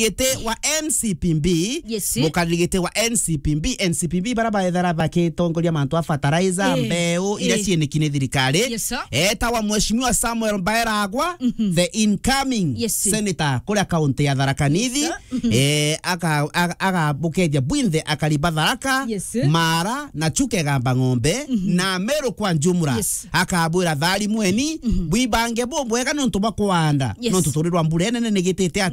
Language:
Meru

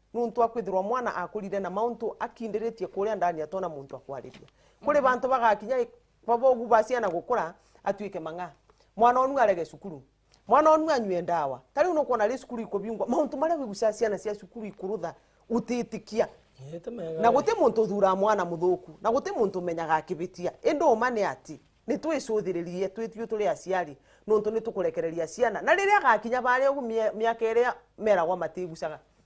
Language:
Meru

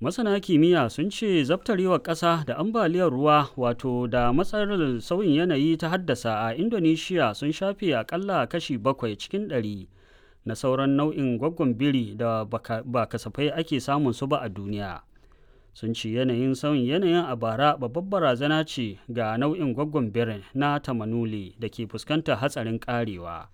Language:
Hausa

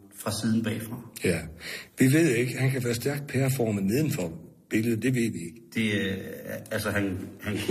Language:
Danish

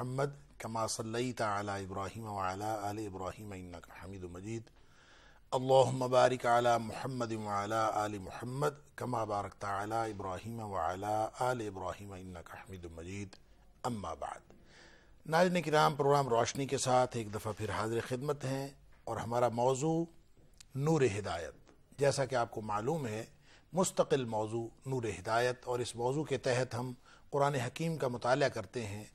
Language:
Urdu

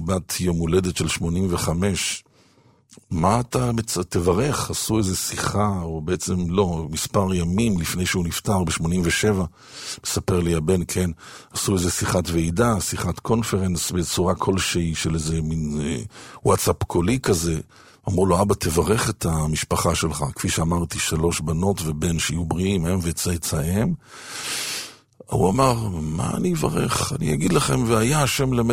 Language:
Hebrew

